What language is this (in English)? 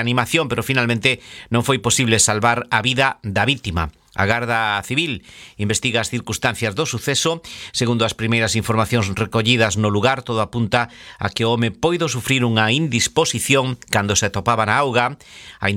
Galician